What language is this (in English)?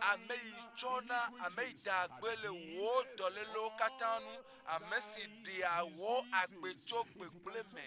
Ewe